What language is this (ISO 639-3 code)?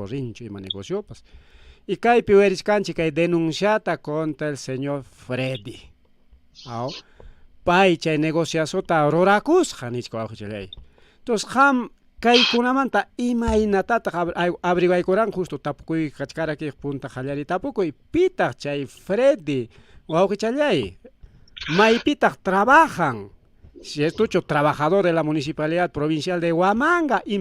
quy